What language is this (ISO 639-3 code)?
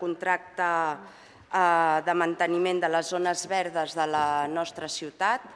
cat